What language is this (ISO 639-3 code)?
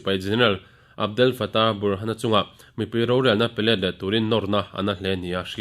lus